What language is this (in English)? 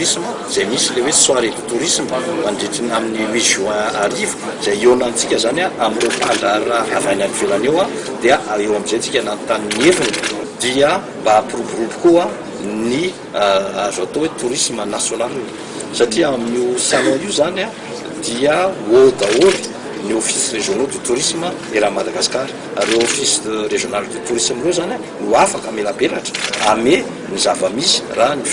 Malagasy